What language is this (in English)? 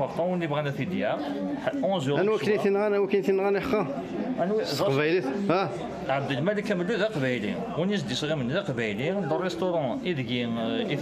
Kabyle